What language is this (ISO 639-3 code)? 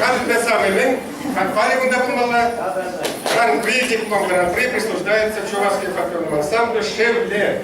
chv